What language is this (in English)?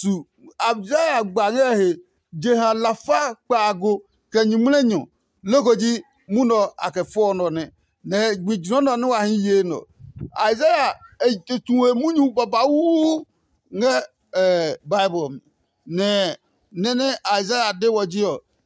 Adangme